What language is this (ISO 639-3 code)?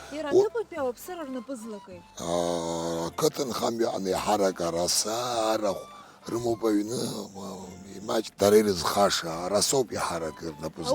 abk